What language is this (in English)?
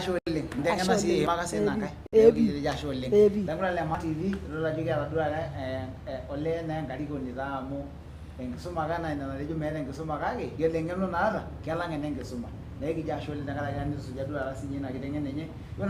Masai